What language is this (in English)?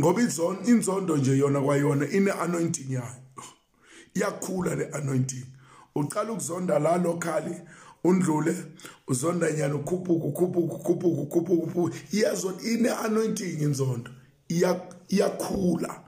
Zulu